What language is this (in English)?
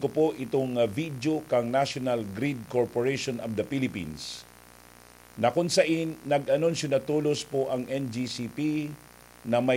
Bikol